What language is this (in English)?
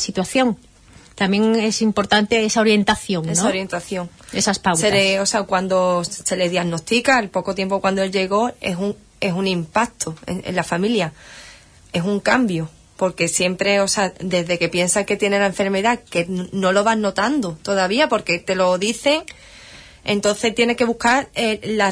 Spanish